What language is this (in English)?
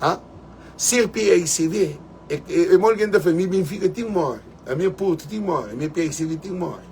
Kabuverdianu